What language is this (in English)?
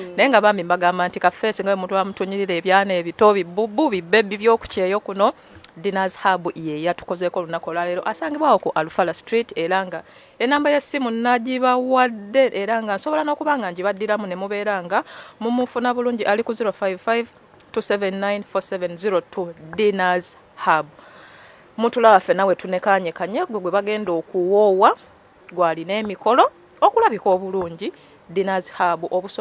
Ganda